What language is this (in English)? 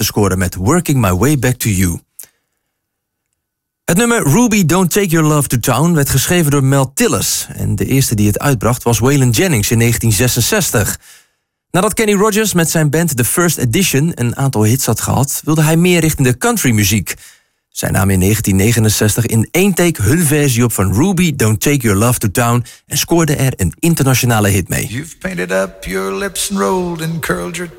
Dutch